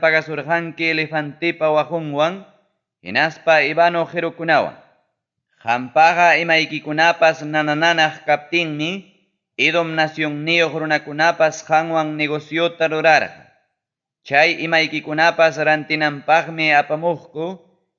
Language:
Ayacucho Quechua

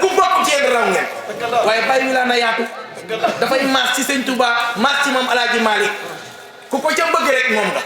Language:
Wolof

